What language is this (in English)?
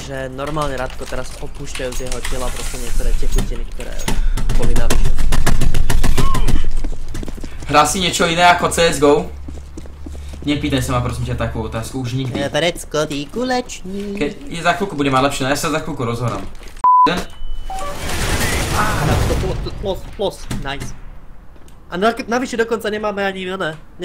Slovak